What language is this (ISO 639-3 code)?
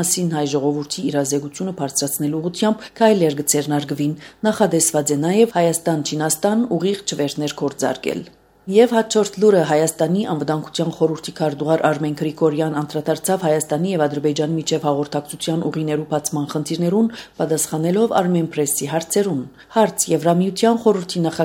hye